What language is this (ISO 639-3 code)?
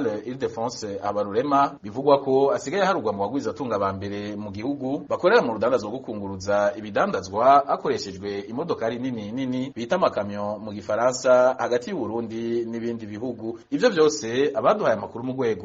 run